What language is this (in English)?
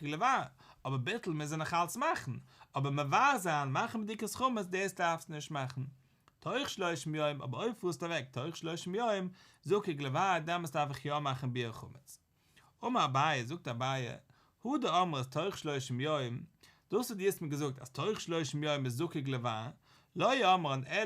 Yiddish